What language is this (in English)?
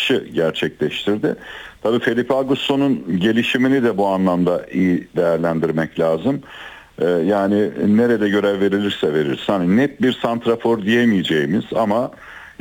Turkish